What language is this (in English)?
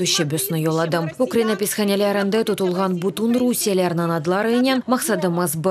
Crimean Tatar